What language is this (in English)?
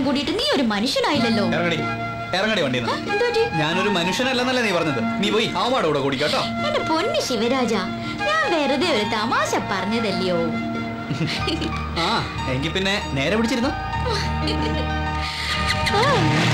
Malayalam